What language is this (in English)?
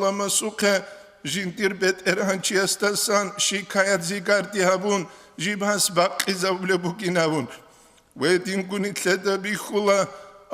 Avaric